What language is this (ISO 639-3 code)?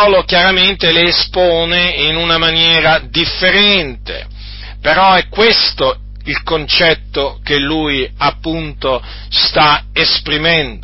ita